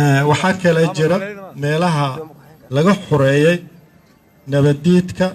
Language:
Somali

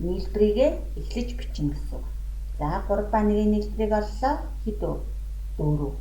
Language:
Mongolian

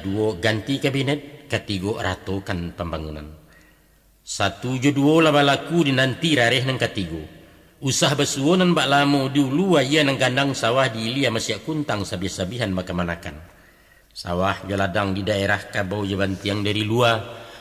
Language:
Minangkabau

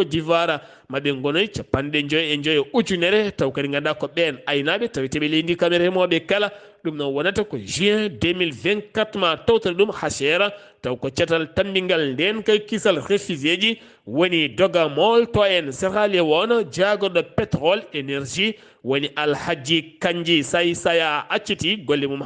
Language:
Fula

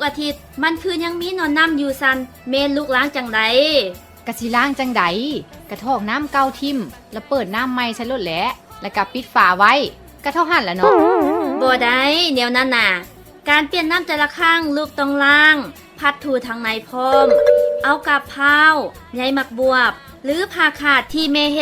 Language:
Lao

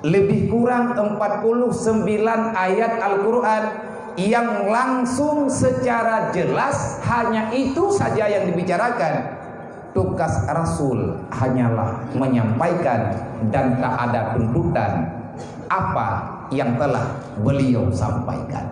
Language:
Achinese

